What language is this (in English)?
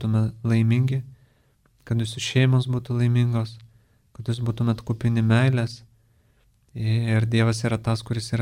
Lithuanian